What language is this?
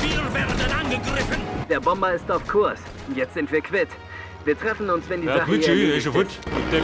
Bavarian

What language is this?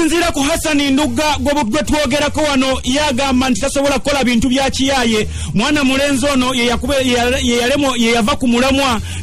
Ganda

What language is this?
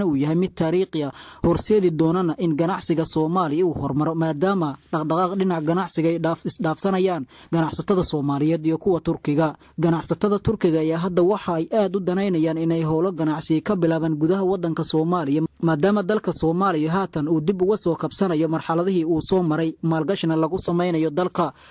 Somali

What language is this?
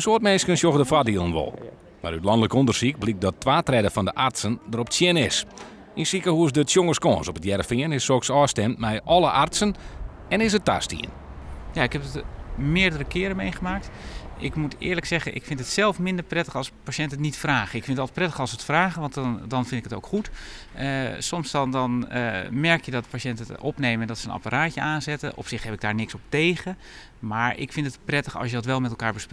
Western Frisian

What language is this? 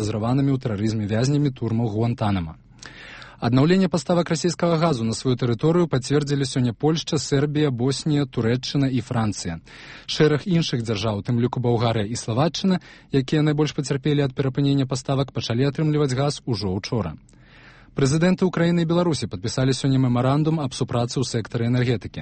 Belarusian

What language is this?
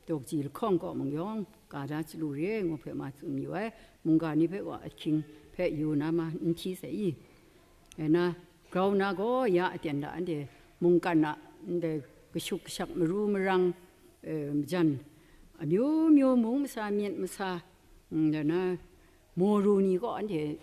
Kachin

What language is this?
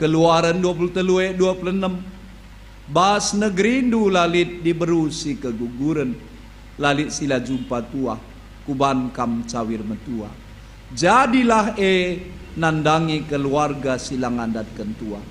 Batak Karo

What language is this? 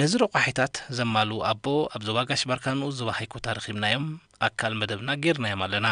Tigrinya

